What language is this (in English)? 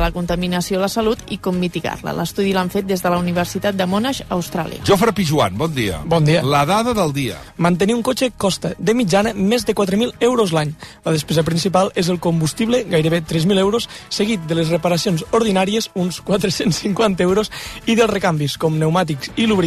Catalan